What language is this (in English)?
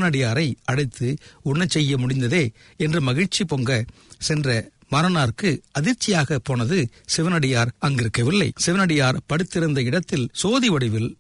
Tamil